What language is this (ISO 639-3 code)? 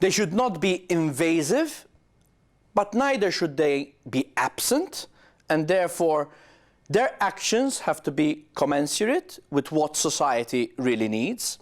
eng